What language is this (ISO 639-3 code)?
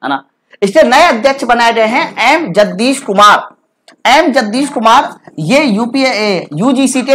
hin